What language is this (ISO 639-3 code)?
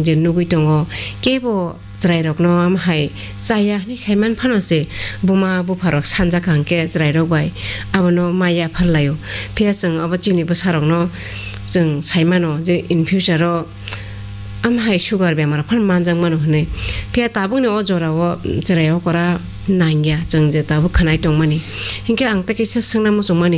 trp